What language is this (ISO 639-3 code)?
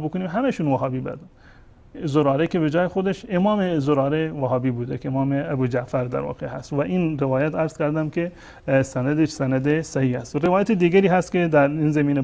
fas